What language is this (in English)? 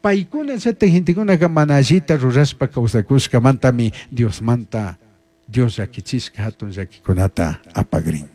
Chimborazo Highland Quichua